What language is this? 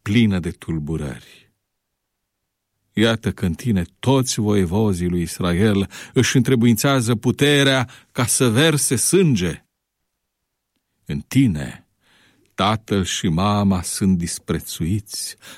Romanian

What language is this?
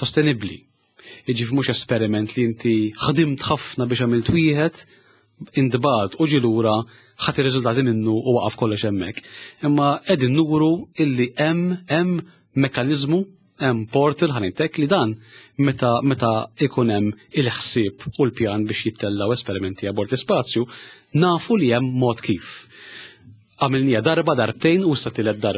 Maltese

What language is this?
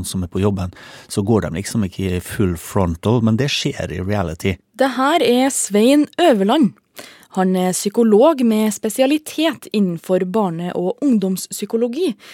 Norwegian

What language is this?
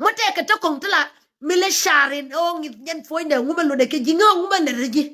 Nuer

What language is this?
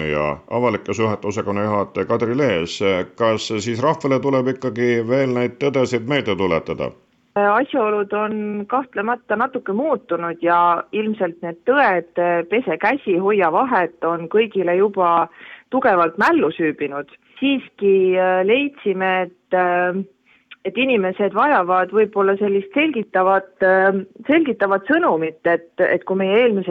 Estonian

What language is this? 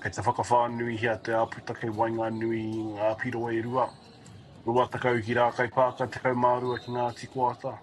Māori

